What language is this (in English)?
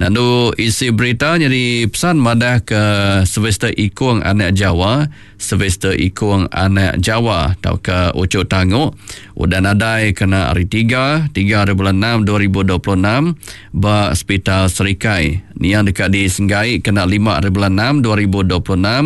Iban